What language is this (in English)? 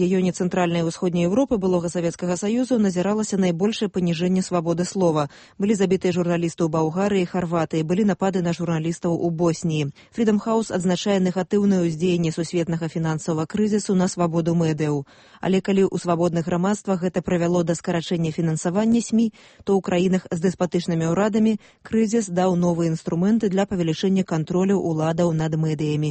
Belarusian